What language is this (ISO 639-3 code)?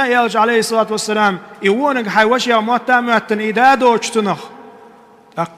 che